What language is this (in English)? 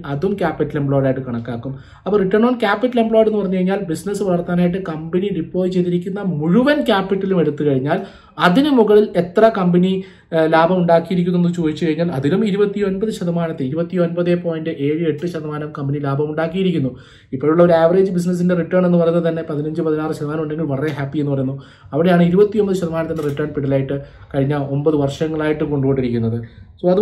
Malayalam